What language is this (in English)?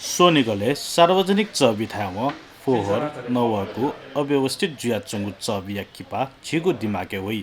Newari